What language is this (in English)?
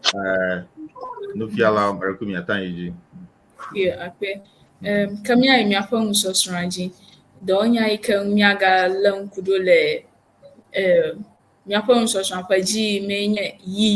Ewe